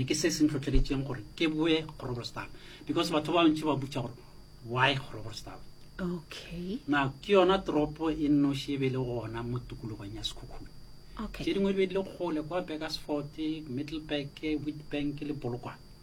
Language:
Northern Sotho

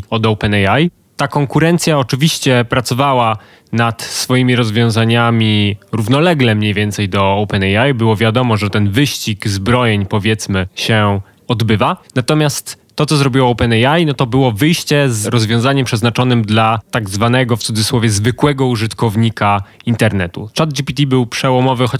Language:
Polish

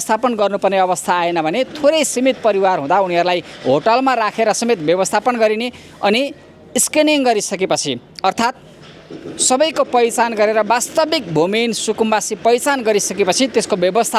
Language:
Nepali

